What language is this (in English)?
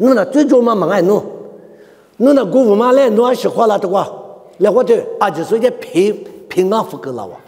Lisu